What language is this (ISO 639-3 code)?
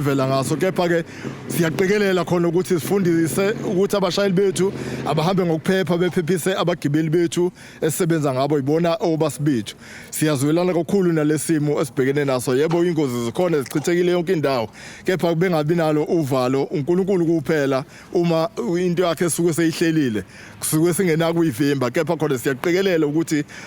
zul